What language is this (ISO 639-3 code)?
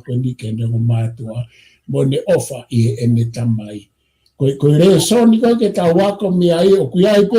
ton